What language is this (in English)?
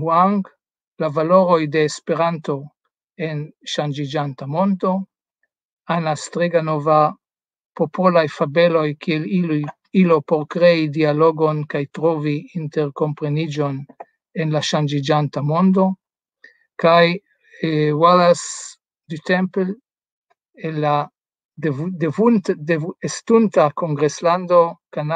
Esperanto